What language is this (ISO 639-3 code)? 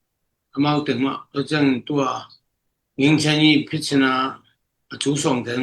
ctd